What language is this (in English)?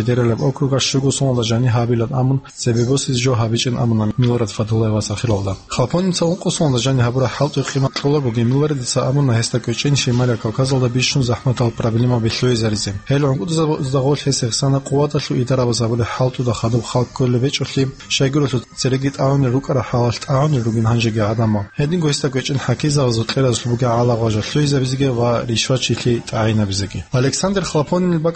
Avaric